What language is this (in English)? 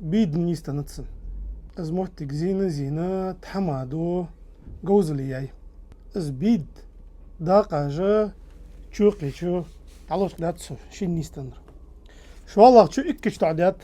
Ingush